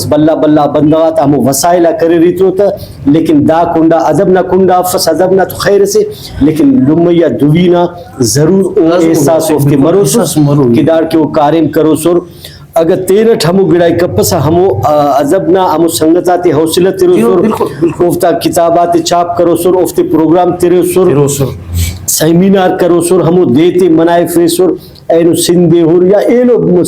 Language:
Brahui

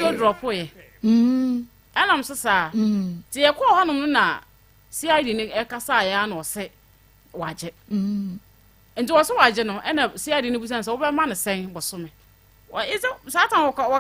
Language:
Akan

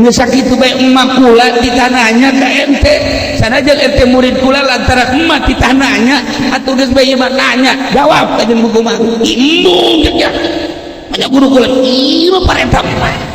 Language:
Sundanese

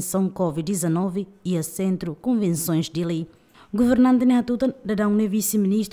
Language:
Tetum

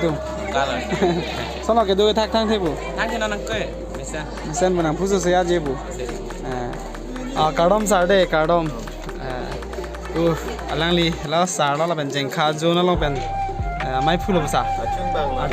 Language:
Karbi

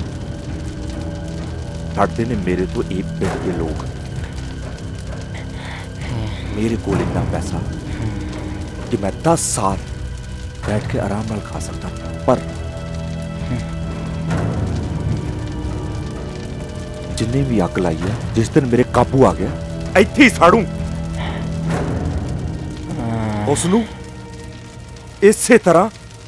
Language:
Punjabi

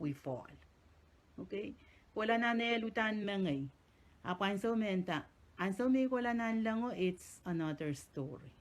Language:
Pohnpeian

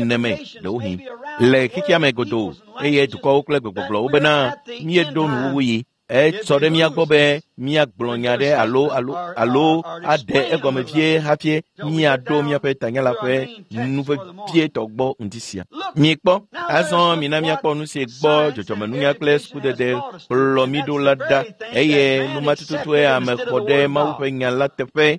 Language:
Ewe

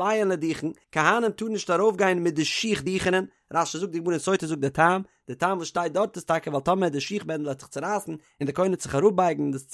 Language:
Yiddish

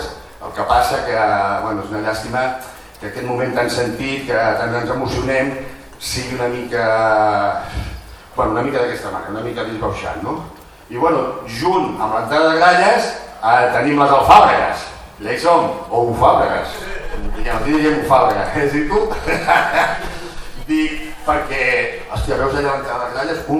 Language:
Catalan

